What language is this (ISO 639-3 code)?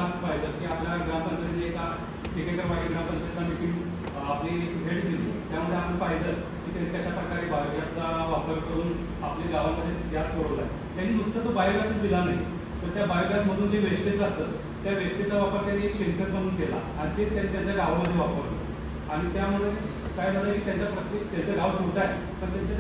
mar